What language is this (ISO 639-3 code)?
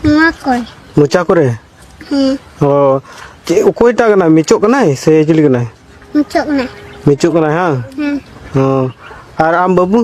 sat